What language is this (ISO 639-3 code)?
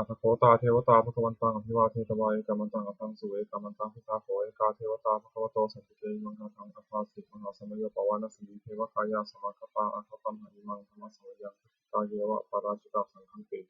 pli